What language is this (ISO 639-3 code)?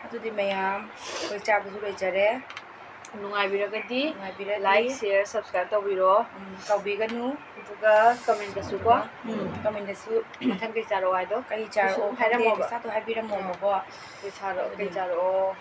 mni